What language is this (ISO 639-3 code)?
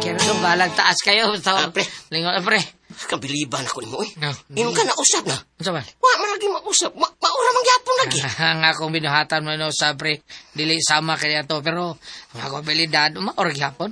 ceb